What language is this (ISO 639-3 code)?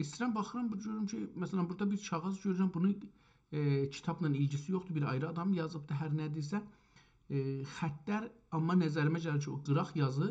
azb